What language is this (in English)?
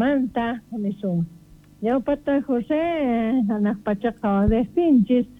South Bolivian Quechua